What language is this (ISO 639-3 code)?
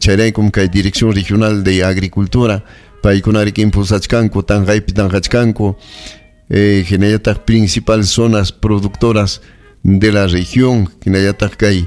quy